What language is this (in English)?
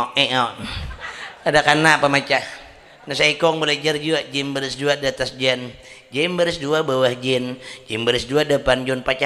Banjar